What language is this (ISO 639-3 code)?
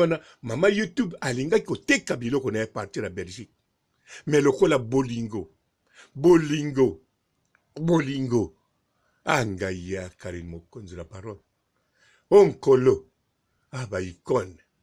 lin